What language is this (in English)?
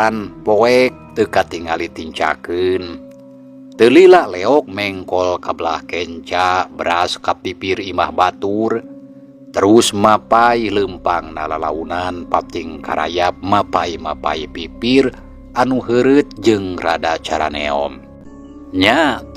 Sundanese